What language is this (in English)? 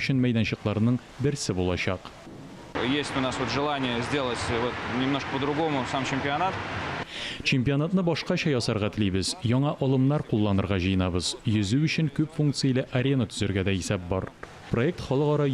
Tatar